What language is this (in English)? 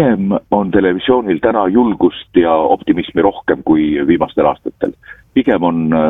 Estonian